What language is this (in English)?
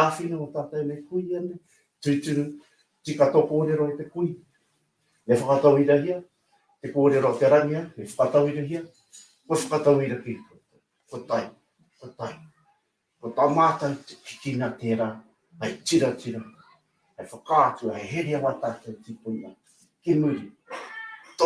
Māori